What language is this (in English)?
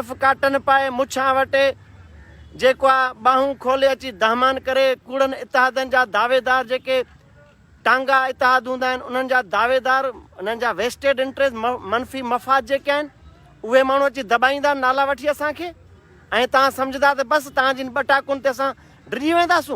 Sindhi